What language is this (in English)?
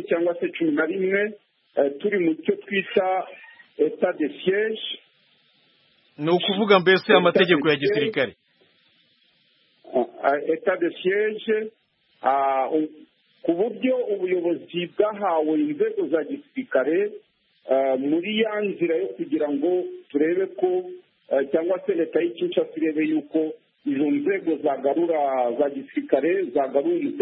Kinyarwanda